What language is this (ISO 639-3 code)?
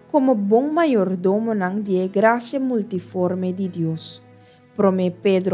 pap